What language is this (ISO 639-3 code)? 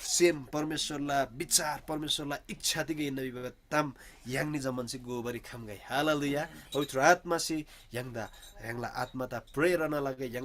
taj